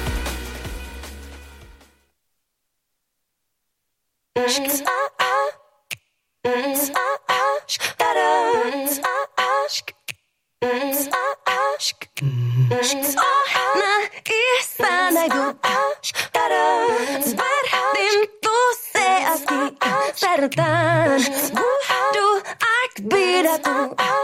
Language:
Basque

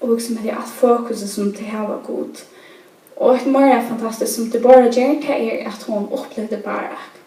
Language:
Faroese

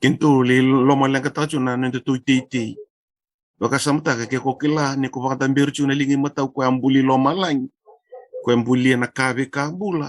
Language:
Fijian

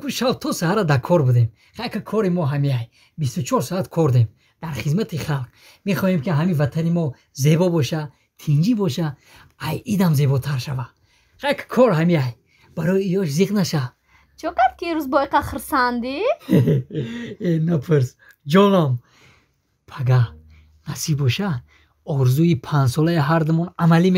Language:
Tajik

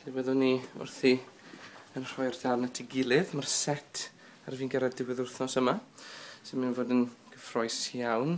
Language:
Welsh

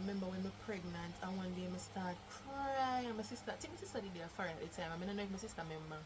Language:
Jamaican Creole English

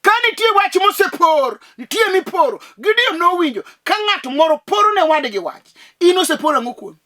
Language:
Luo (Kenya and Tanzania)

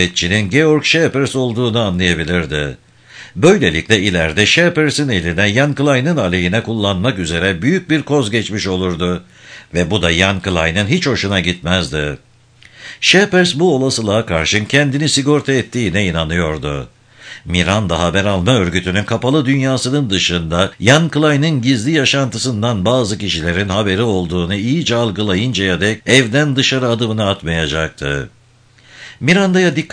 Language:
Turkish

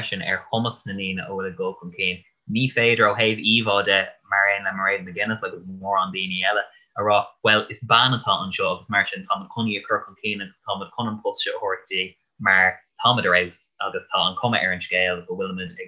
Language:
Irish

